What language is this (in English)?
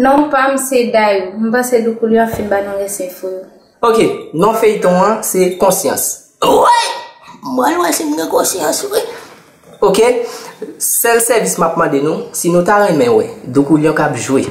Haitian Creole